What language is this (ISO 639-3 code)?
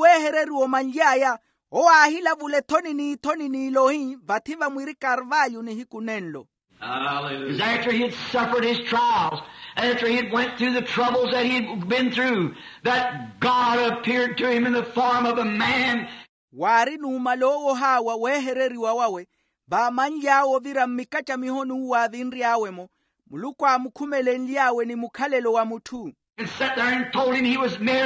vmw